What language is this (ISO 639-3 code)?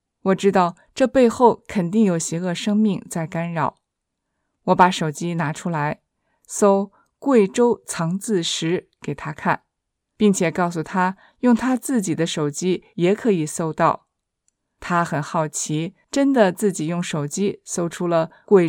zho